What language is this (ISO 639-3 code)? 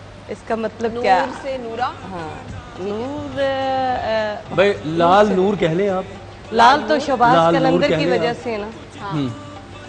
urd